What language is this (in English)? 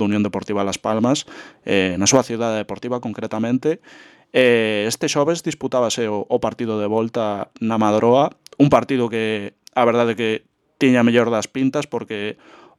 Galician